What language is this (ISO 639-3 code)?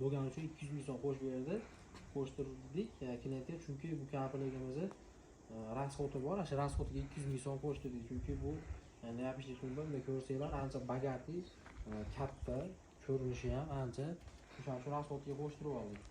uzb